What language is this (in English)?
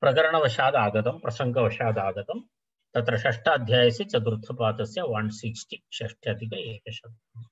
Sanskrit